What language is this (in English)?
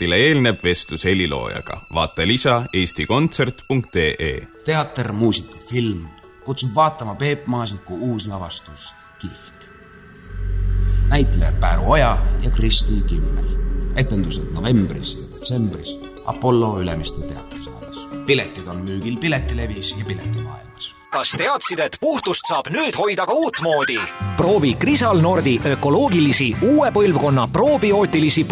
Estonian